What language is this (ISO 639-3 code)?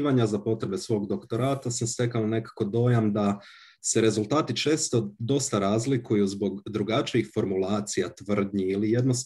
hrv